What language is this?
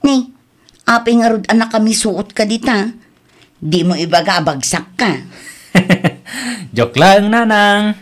Iloko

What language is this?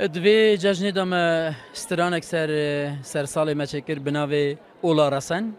Kurdish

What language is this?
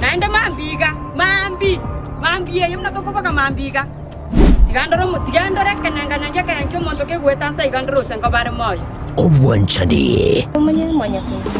Gusii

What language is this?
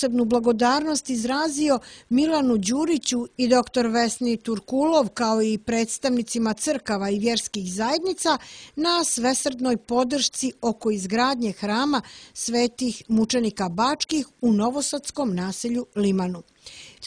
Serbian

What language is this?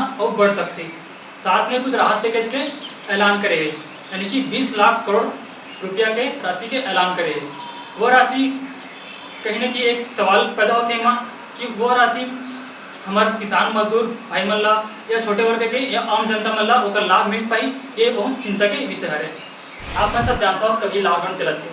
Chhattisgarhi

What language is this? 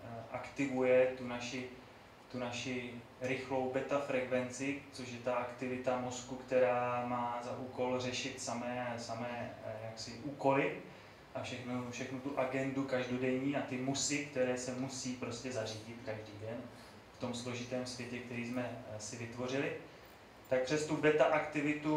Czech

